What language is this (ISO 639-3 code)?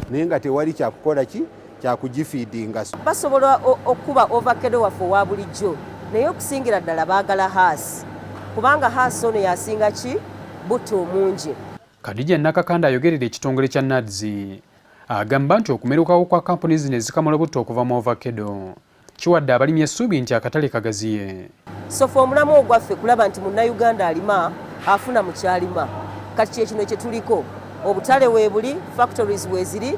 lug